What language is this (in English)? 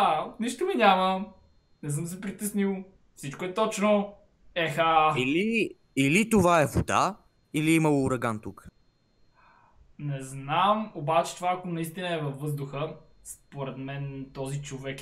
Bulgarian